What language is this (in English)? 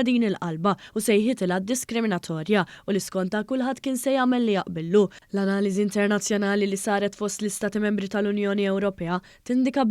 Maltese